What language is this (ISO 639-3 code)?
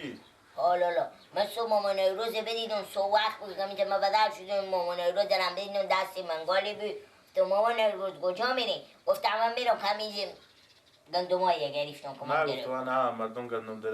fas